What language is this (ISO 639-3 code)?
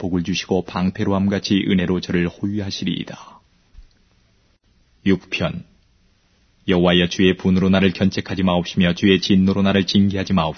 kor